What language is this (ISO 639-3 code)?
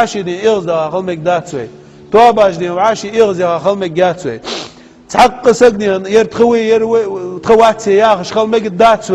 inh